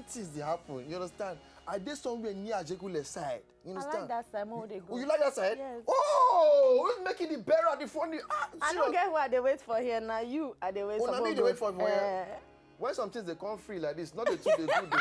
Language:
Nigerian Pidgin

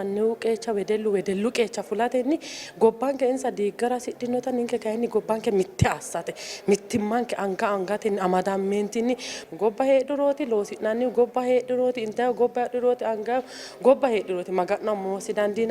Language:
Sidamo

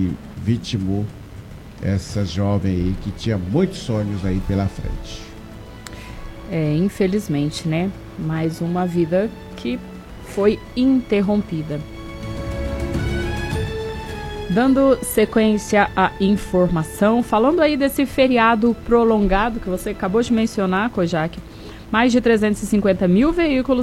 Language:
Portuguese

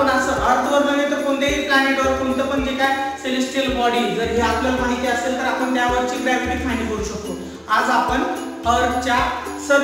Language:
Marathi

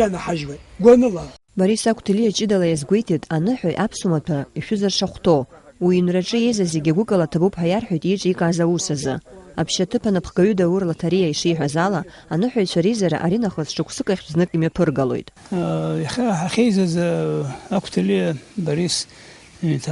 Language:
Abkhazian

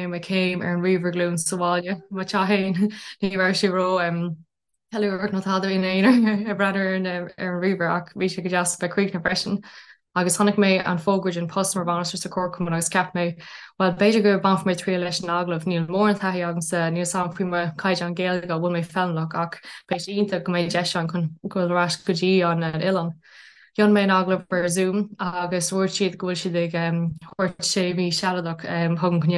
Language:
Irish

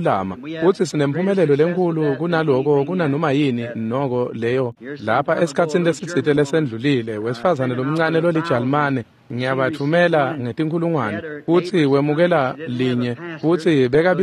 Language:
Swati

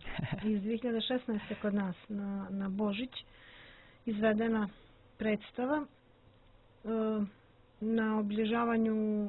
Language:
Serbian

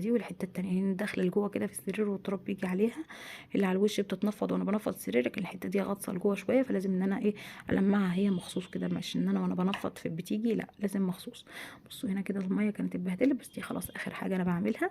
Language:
Egyptian Arabic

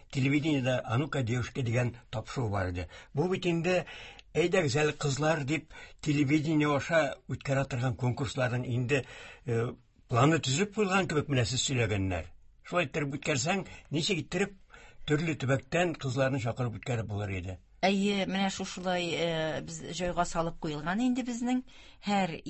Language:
Tatar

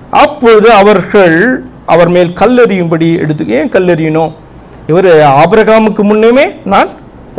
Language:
Tamil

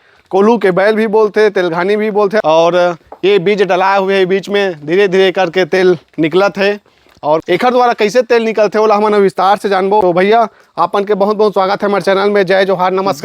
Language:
Chhattisgarhi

